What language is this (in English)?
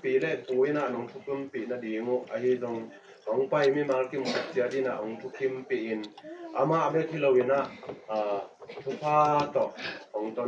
Tedim Chin